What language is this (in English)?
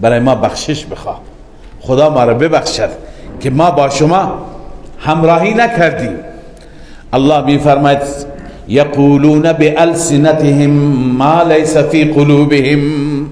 Persian